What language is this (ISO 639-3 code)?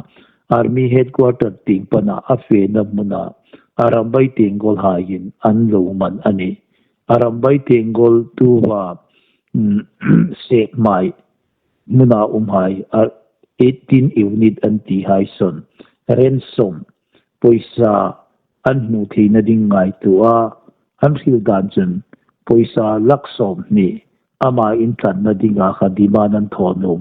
hmr